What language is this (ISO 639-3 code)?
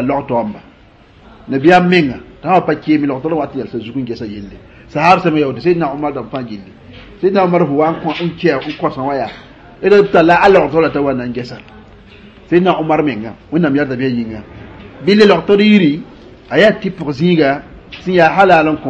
mos